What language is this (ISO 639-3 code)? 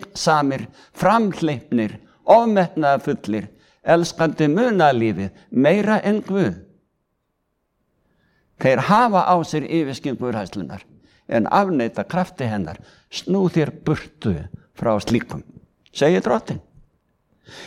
isl